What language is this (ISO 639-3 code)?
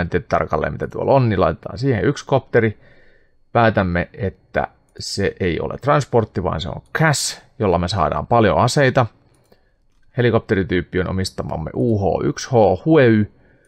fin